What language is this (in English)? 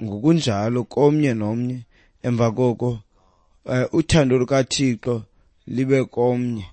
Xhosa